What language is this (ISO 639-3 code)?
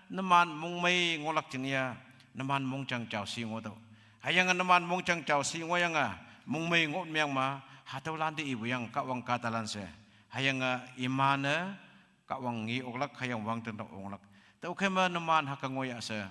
nbe